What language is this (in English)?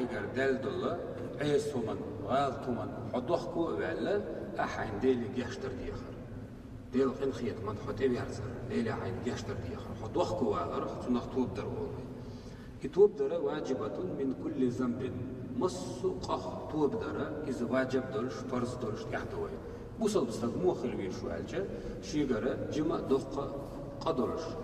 Chechen